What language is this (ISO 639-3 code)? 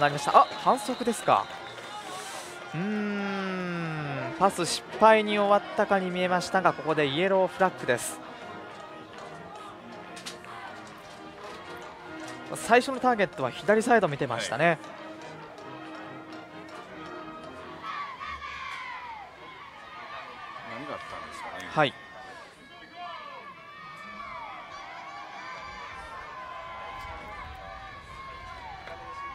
jpn